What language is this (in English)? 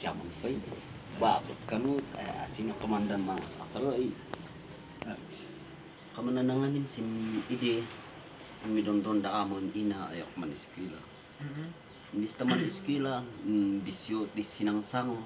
Kankanaey